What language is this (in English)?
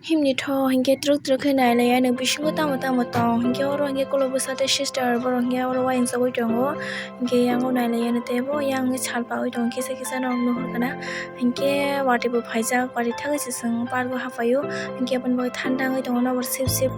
Kok Borok